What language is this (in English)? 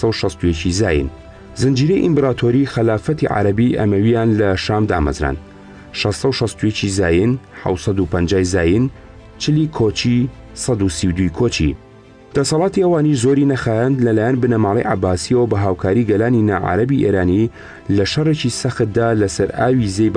Central Kurdish